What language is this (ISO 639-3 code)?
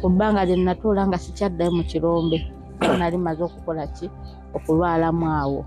lug